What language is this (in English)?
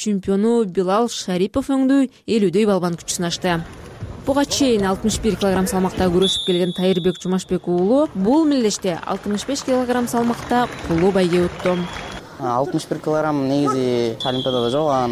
Kyrgyz